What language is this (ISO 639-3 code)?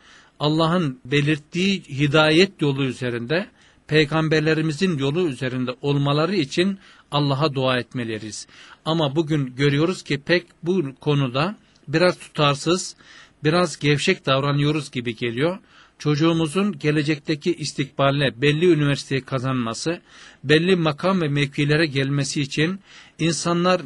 tur